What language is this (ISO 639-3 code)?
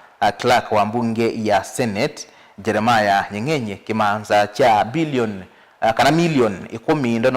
kam